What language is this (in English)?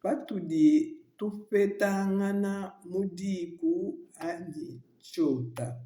Luba-Lulua